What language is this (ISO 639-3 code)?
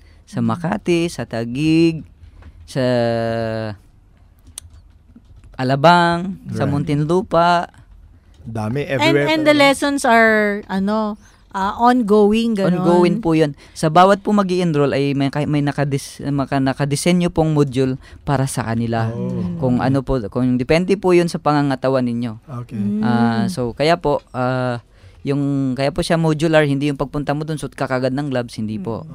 fil